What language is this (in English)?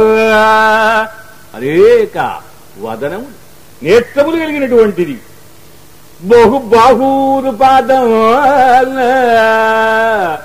Telugu